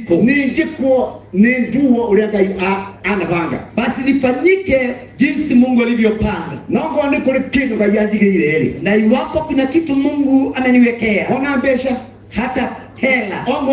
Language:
Kikuyu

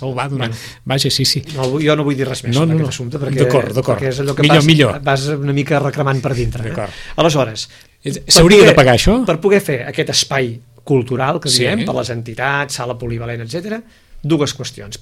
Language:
Catalan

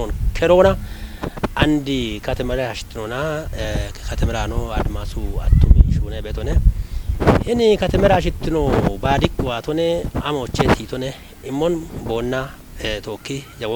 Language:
Kafa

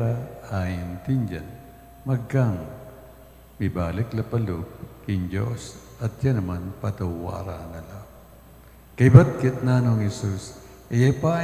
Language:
Pampanga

